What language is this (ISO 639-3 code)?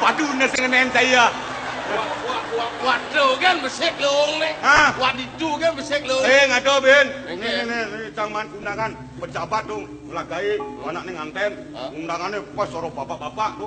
ban